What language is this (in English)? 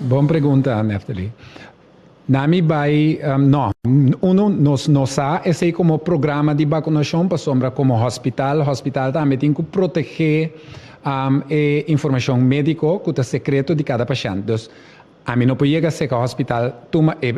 Papiamento